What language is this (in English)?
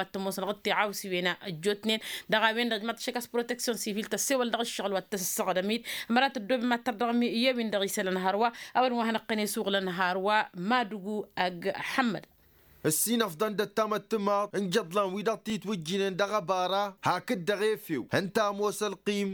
Tamasheq